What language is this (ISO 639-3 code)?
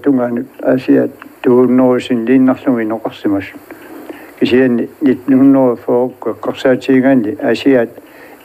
kal